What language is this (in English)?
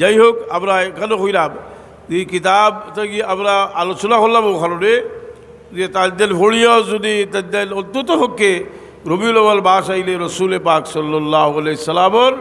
Sylheti